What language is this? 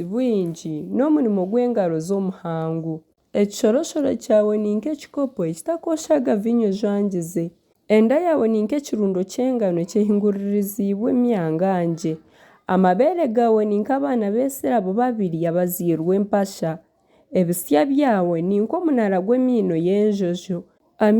Nyankole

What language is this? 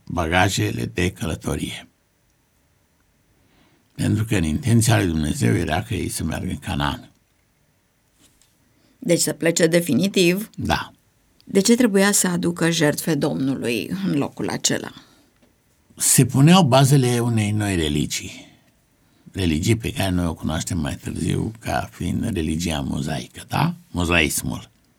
Romanian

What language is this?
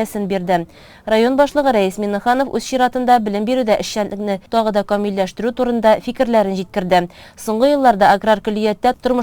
Tatar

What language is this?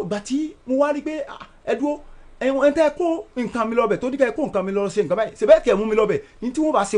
Yoruba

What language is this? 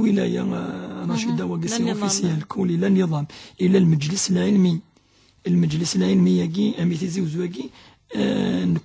Kabyle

